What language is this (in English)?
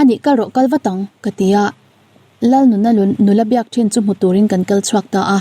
Mizo